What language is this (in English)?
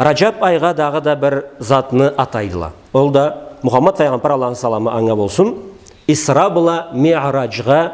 Karachay-Balkar